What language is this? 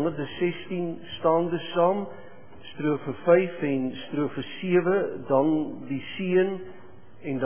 Afrikaans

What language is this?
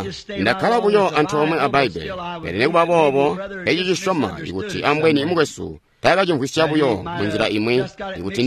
Tonga (Zambia)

